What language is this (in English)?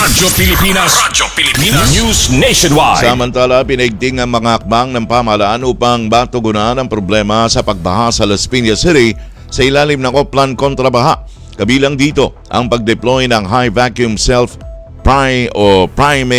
Filipino